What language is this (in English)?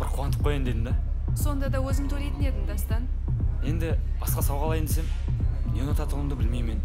Kara-Kalpak